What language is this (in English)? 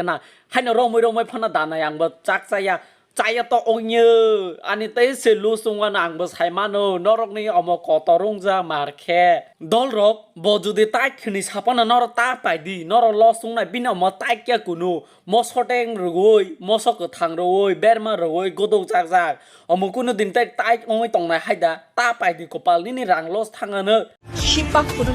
Kok Borok